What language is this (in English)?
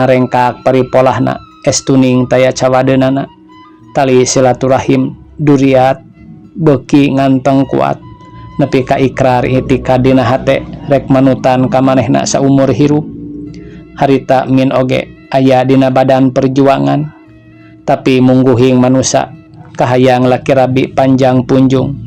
Sundanese